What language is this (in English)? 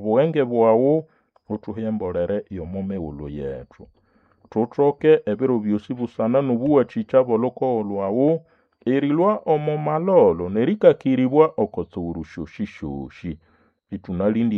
Nande